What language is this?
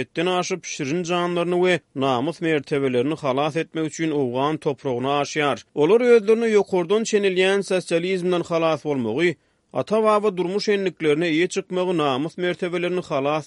Turkmen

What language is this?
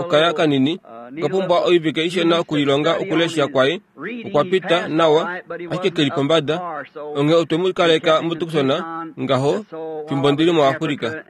Kuanyama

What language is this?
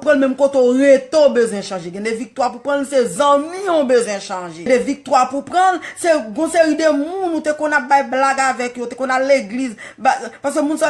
Haitian Creole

